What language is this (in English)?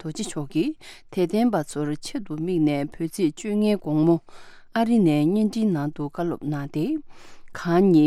Tibetan